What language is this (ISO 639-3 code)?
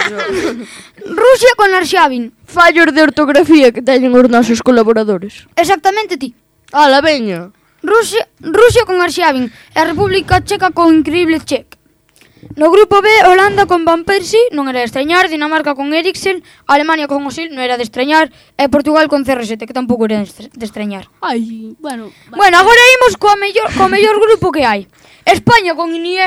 glg